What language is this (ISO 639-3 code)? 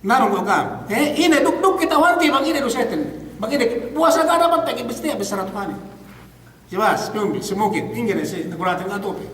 yka